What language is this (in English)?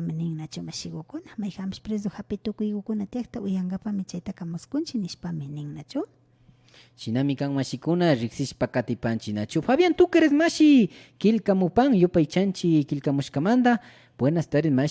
Imbabura Highland Quichua